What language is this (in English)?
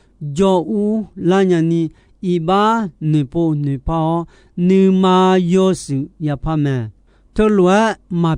Akha